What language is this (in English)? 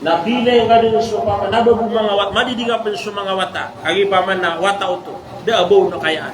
Maranao